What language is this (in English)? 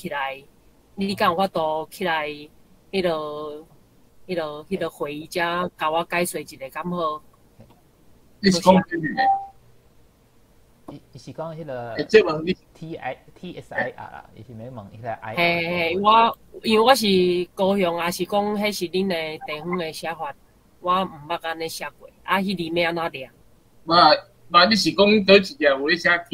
Min Nan Chinese